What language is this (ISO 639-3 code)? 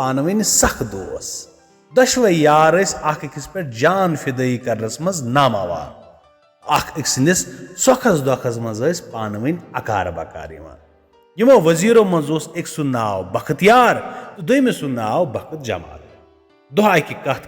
kas